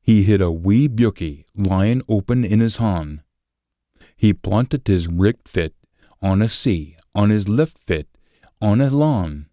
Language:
Scots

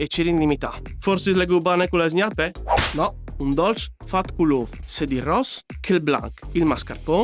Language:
Friulian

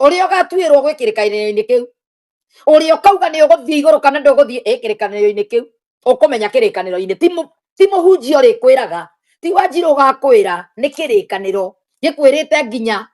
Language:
Kikuyu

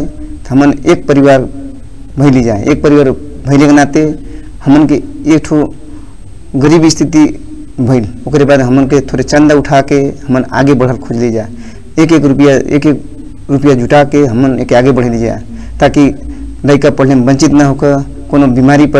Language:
Bhojpuri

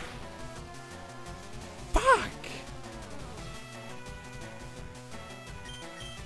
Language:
German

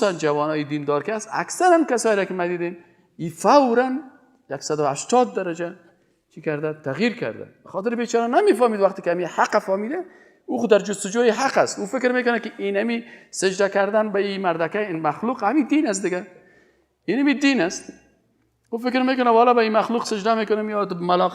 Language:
Persian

